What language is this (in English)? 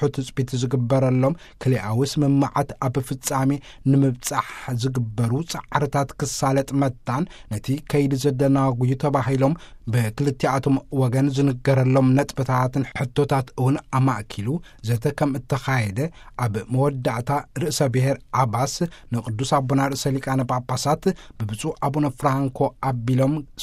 Tigrinya